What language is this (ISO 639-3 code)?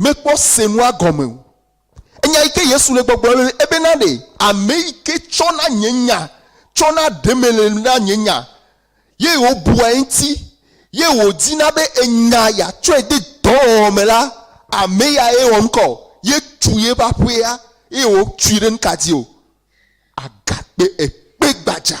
ewe